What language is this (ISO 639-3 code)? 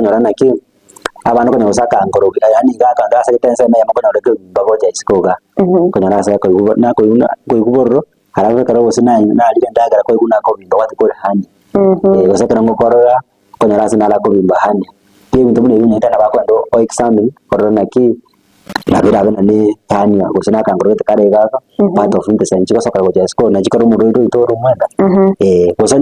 guz